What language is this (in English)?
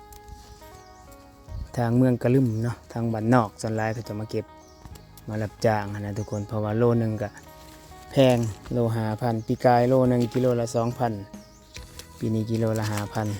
Lao